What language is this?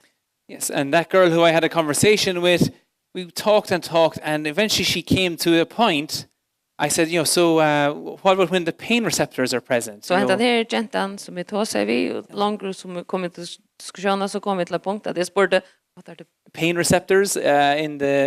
Faroese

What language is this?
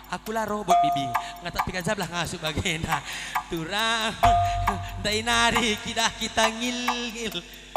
Batak Karo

